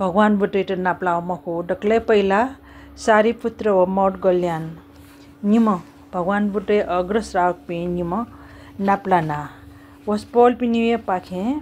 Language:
Newari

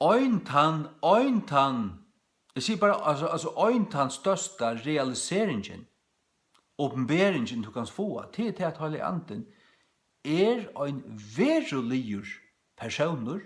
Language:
Faroese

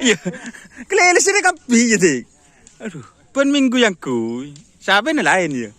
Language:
Madurese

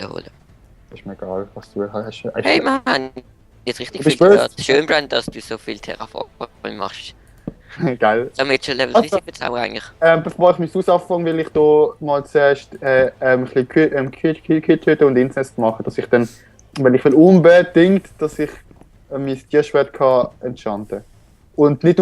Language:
Swiss German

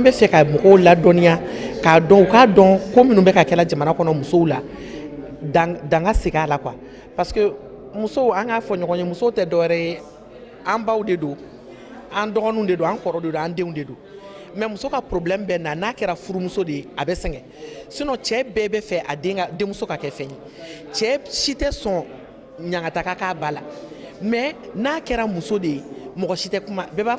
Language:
Bambara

